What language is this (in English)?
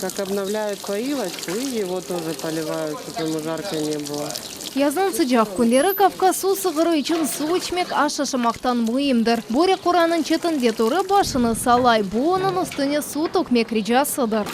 Crimean Tatar